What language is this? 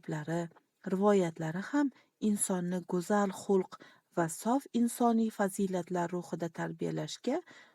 Uzbek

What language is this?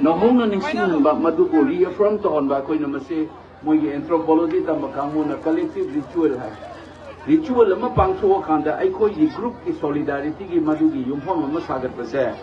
Manipuri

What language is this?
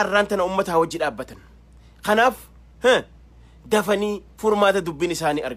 Oromo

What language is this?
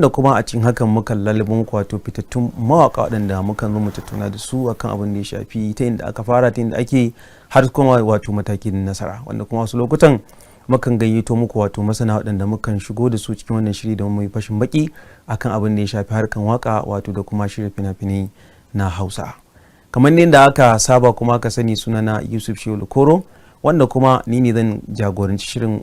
Hausa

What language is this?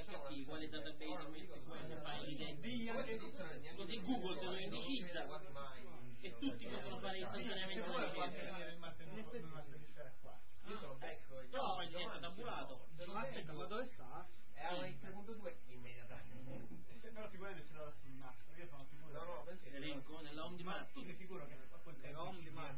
Italian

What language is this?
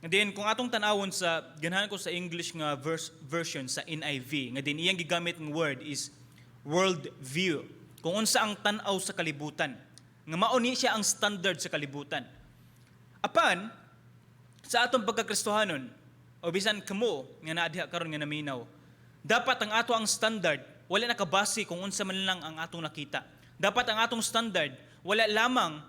Cebuano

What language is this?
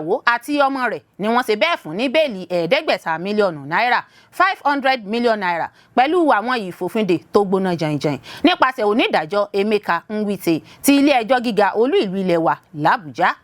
Yoruba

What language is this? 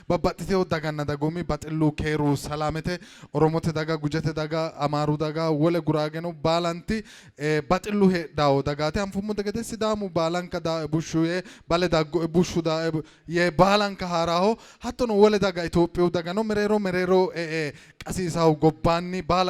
Sidamo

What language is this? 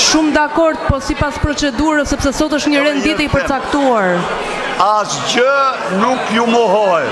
Albanian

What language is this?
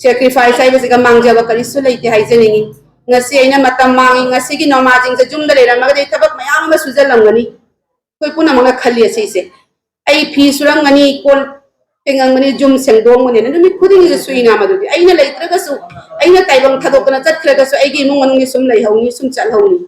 Manipuri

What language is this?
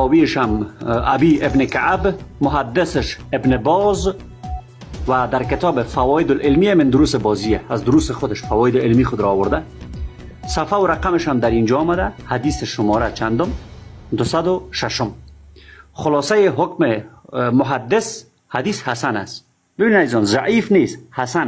Persian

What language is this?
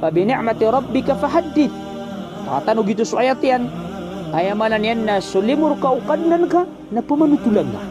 Maranao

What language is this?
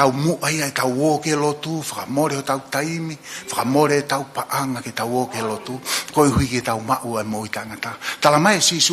Tongan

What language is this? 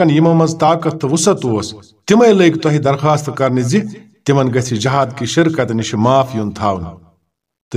Kashmiri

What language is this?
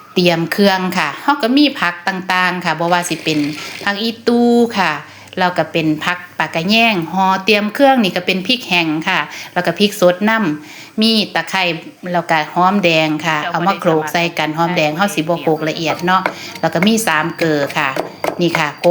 Northeastern Thai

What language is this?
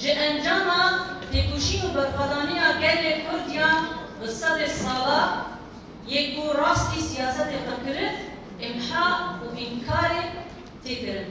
Kurdish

